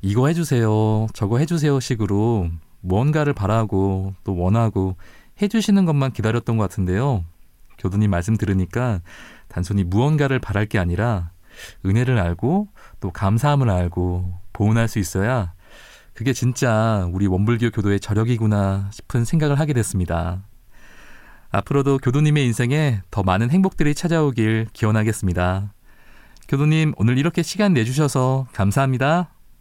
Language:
Korean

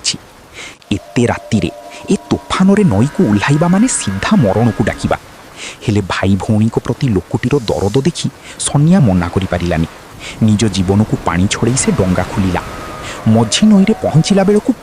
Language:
Odia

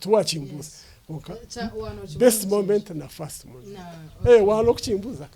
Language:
Nyankole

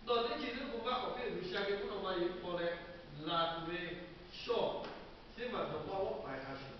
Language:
Lahu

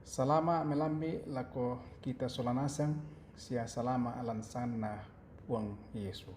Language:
Toraja-Sa'dan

